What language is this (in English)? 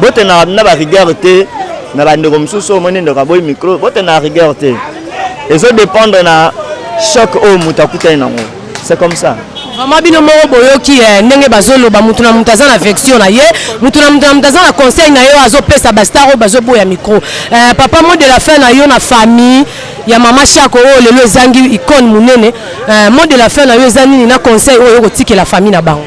Lingala